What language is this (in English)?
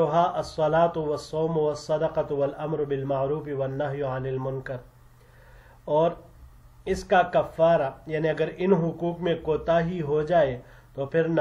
Urdu